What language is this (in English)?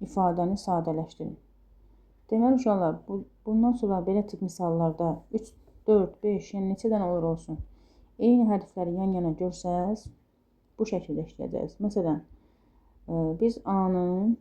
Azerbaijani